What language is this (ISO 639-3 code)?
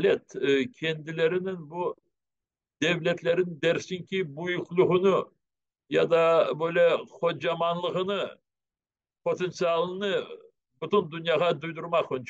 crh